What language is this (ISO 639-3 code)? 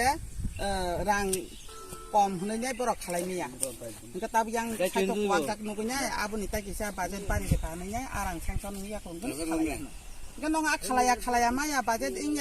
trp